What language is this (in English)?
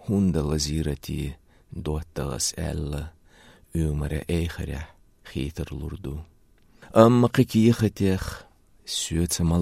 Chechen